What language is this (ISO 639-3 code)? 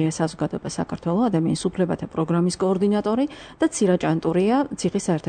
kat